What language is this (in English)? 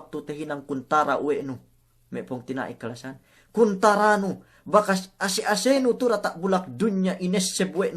Yakan